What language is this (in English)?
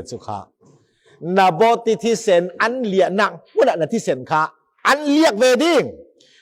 Falam Chin